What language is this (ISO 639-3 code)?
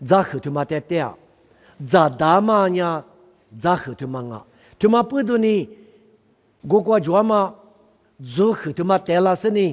lis